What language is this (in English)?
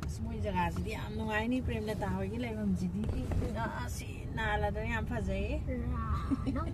Manipuri